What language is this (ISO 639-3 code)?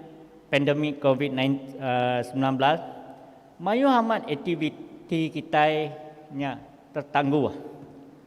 iba